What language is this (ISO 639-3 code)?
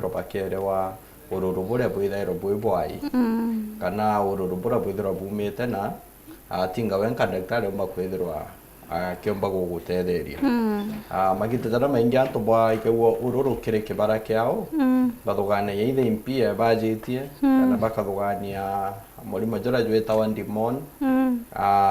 mer